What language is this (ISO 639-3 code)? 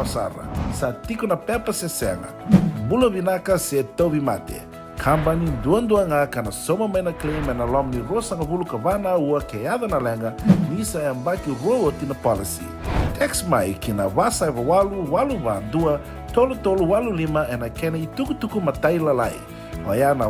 fij